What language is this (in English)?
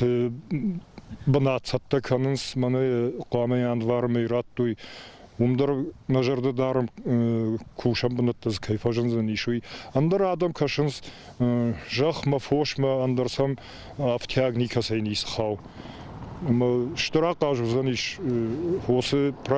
Ossetic